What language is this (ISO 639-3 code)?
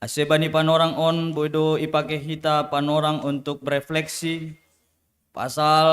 bts